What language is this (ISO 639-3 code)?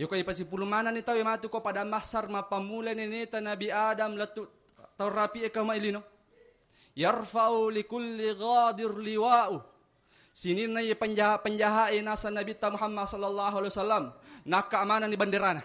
bug